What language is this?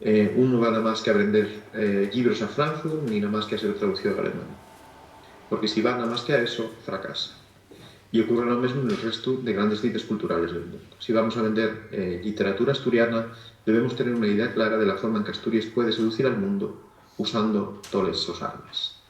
Asturian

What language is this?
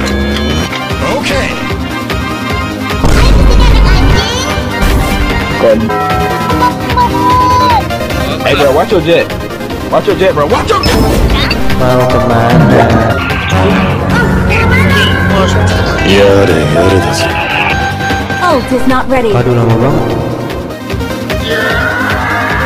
Indonesian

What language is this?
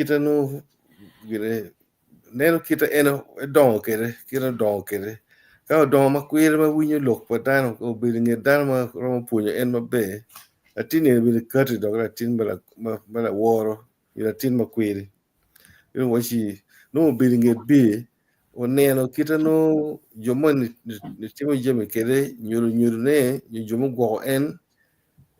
Acoli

